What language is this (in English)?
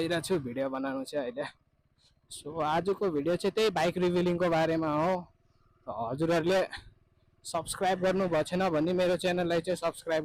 Nepali